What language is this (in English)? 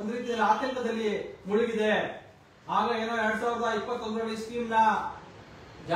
Kannada